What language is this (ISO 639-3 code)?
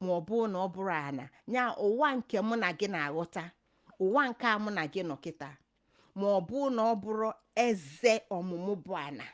ibo